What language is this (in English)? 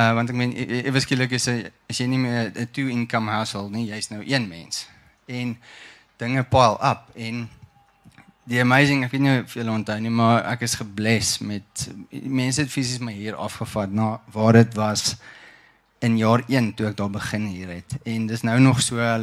Afrikaans